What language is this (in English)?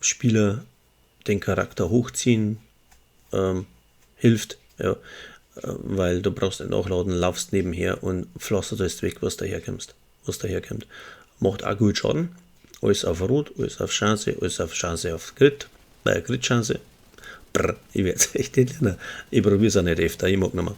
Bavarian